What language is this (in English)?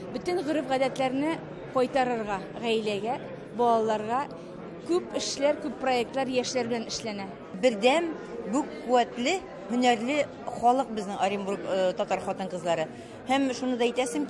Tatar